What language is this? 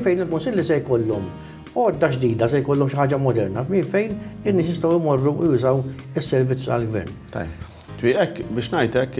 Maltese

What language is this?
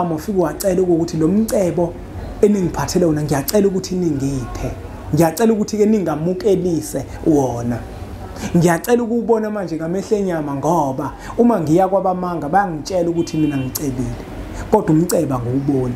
Zulu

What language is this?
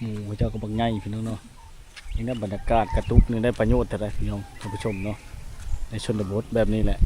Lao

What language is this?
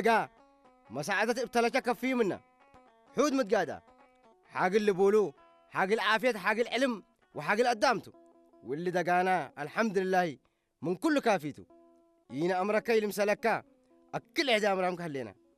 Tigrinya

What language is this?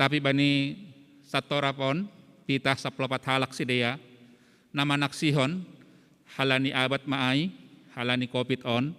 Batak Simalungun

